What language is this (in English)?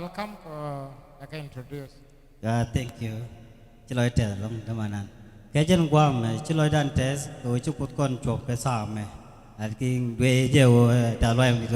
Nuer